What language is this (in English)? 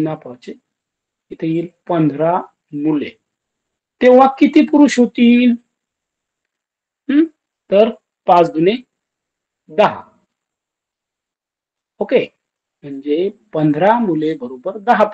Marathi